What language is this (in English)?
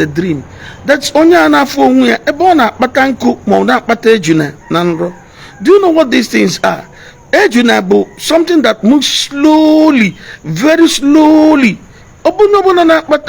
Igbo